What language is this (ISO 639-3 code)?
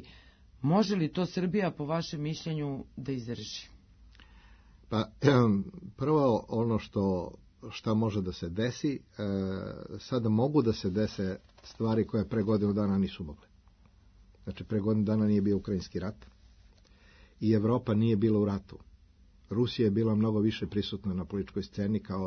srp